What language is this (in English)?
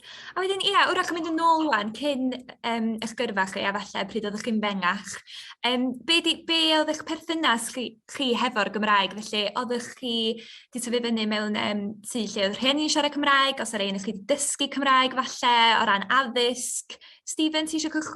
Welsh